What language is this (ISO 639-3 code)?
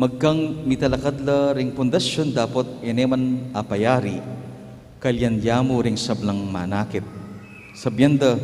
pam